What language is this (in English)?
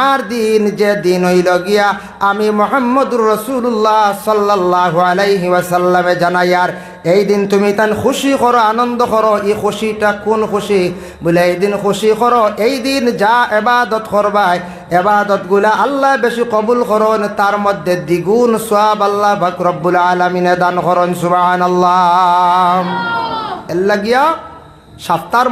Sylheti